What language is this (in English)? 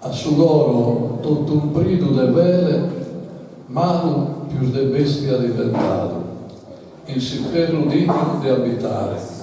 Sardinian